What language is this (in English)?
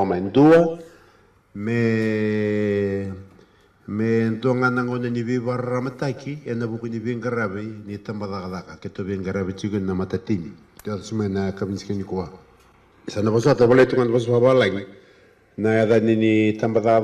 Fijian